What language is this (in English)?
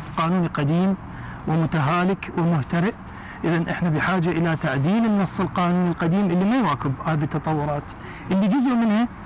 Arabic